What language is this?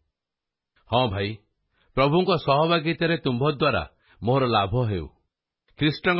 Odia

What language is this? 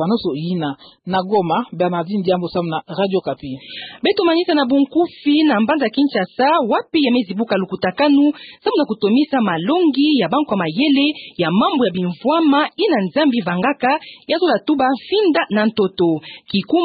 Kituba (Democratic Republic of Congo)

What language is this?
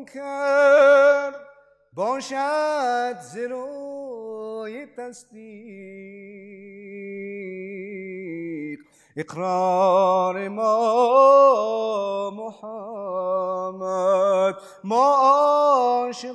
Persian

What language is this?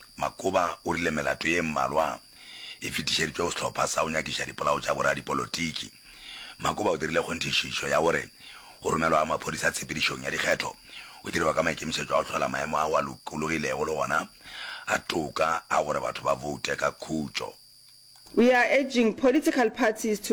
Northern Sotho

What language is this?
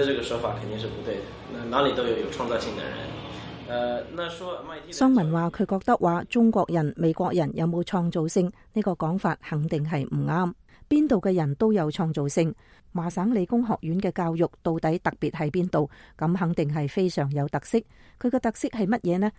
Cantonese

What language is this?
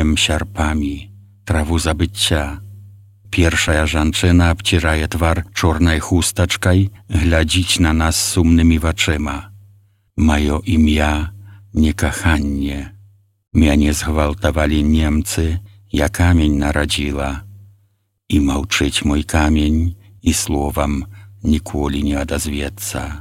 Belarusian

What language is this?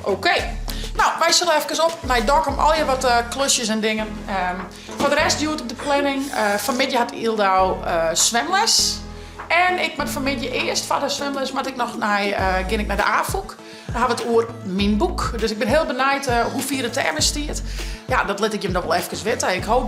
Western Frisian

